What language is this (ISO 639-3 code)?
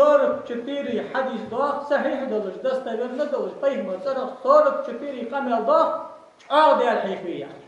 inh